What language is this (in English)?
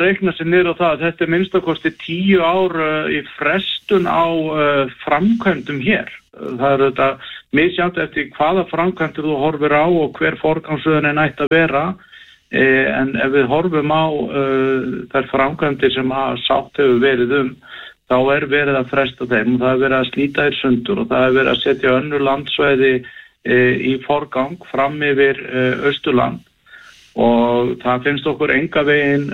Icelandic